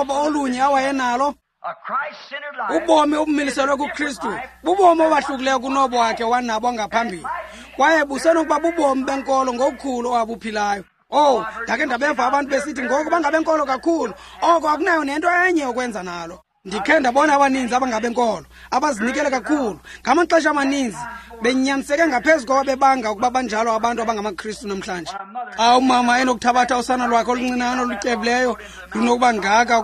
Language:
Xhosa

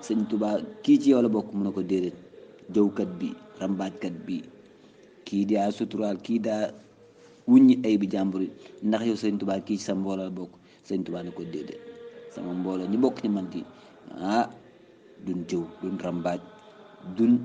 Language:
Wolof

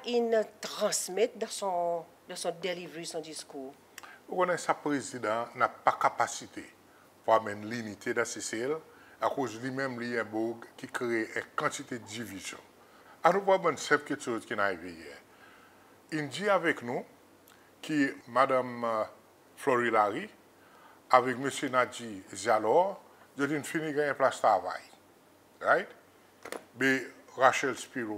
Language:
Seselwa Creole French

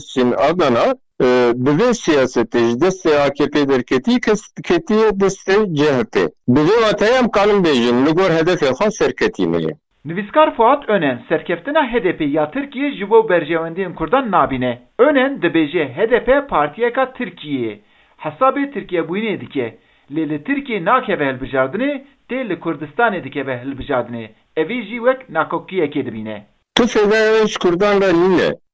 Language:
Kurdish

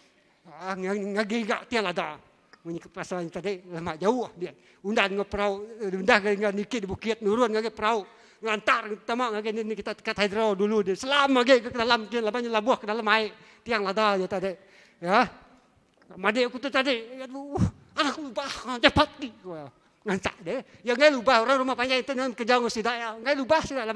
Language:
Iban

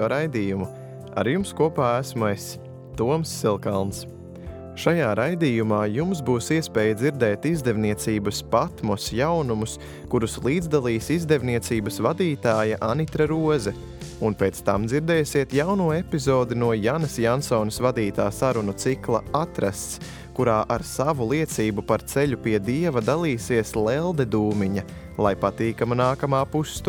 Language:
Latvian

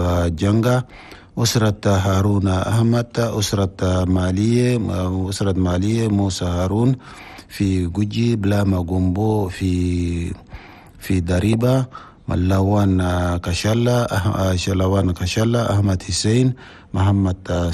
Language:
Chadian Arabic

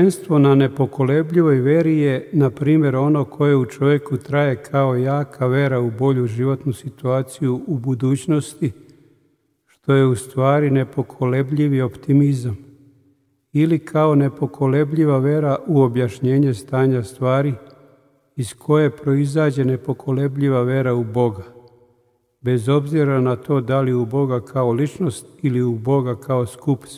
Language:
Serbian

